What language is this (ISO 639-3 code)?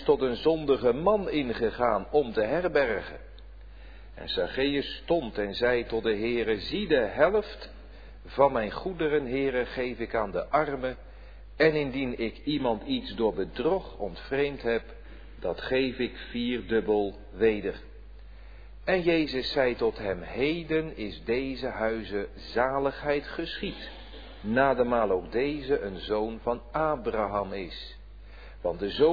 nld